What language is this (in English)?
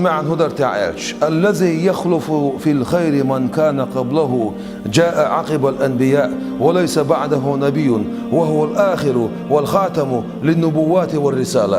Chechen